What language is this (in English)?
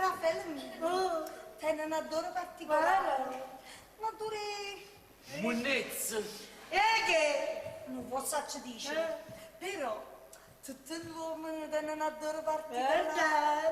Neapolitan